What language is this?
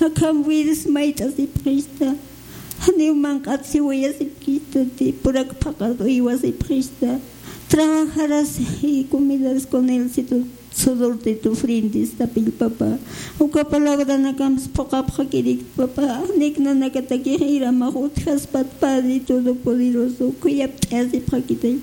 Aymara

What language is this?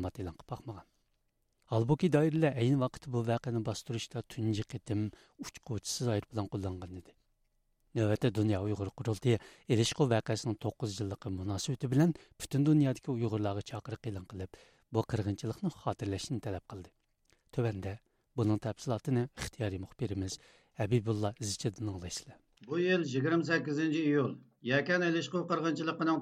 Uyghur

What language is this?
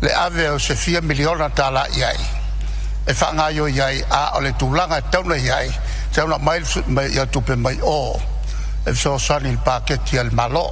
Samoan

